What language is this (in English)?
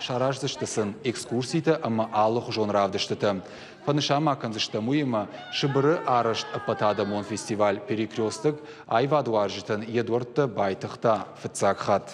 Ossetic